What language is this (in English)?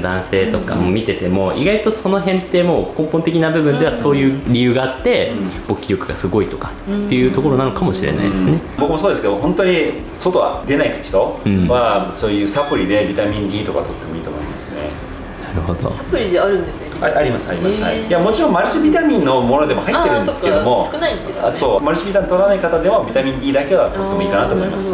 Japanese